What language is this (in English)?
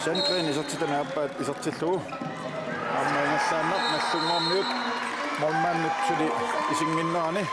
Kalaallisut